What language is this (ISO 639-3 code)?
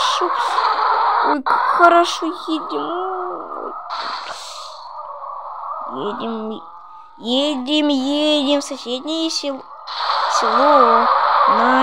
rus